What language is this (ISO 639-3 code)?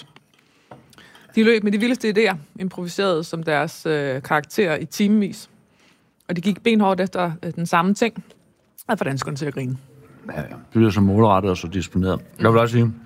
dan